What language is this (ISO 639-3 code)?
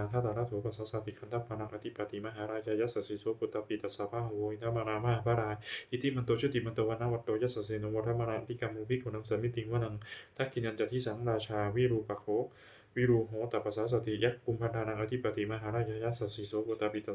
pli